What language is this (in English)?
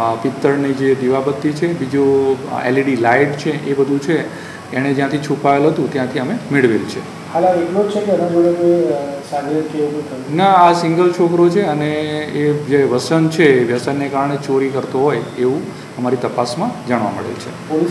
Gujarati